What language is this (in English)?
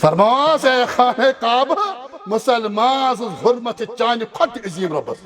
Kashmiri